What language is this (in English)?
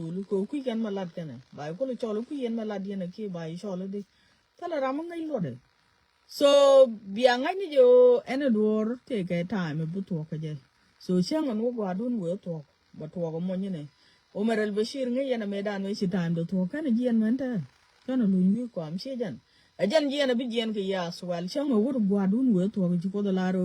Nuer